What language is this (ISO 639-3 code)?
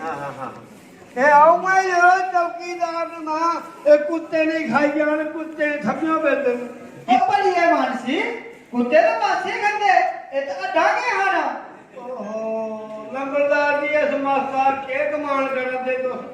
doi